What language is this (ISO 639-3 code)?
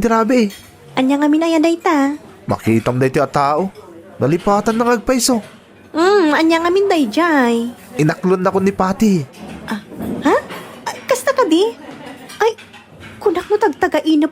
ilo